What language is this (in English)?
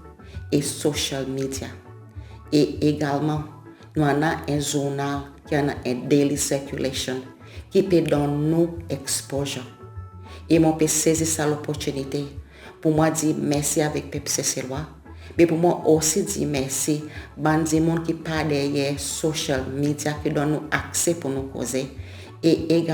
Seselwa Creole French